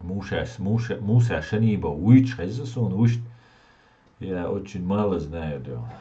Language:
Chechen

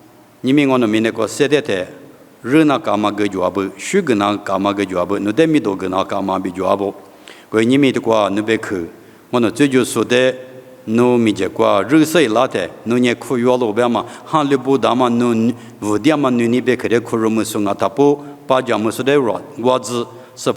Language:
Lisu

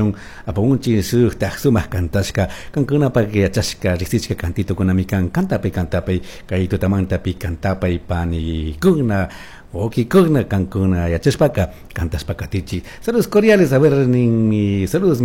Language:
Chimborazo Highland Quichua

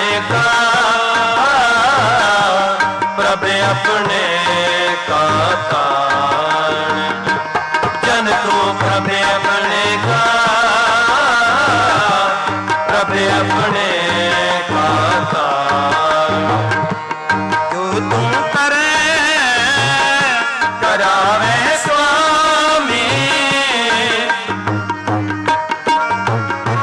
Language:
Punjabi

